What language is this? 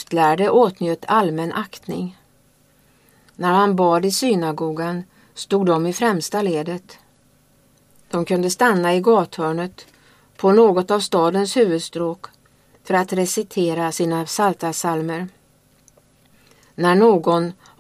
Swedish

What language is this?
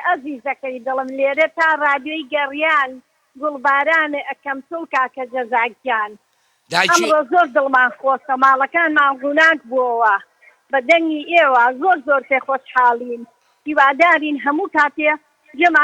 Central Kurdish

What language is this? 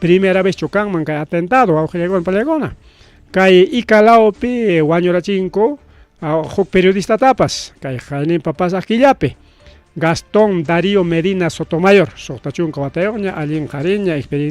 Ayacucho Quechua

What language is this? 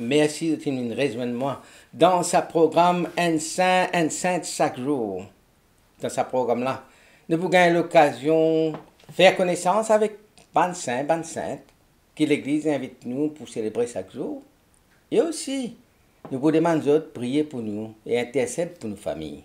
Morisyen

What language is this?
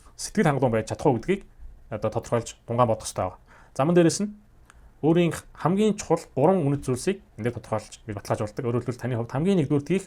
Mongolian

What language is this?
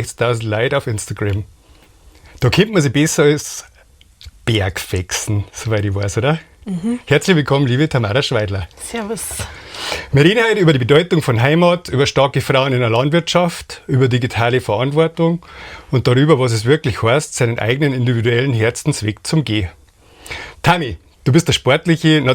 Bavarian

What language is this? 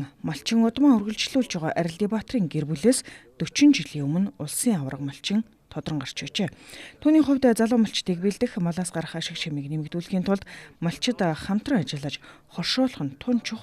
Mongolian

